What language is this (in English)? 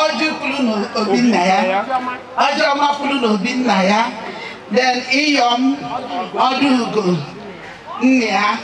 Igbo